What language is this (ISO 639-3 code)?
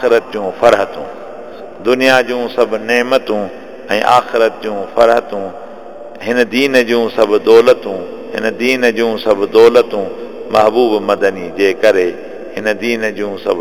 snd